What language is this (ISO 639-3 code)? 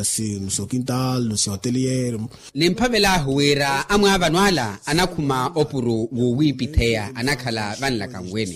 vmw